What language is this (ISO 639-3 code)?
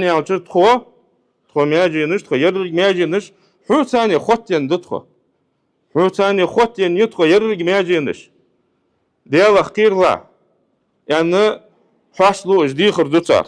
inh